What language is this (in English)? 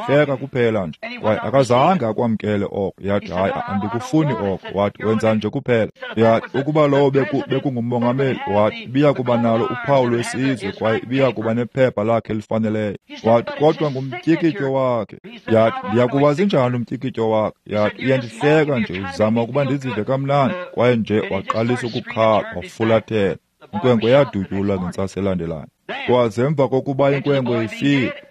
Xhosa